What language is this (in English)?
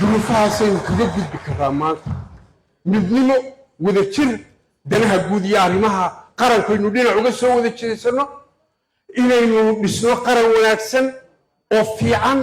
Somali